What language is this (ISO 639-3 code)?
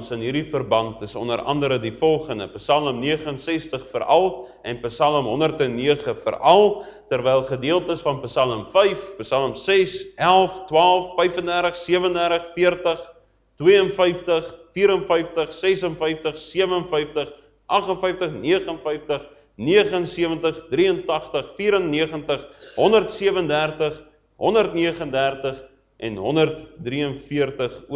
afr